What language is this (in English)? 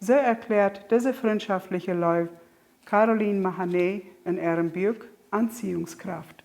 Plautdietsch